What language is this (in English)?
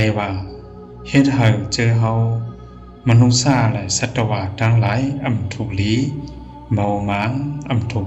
Shan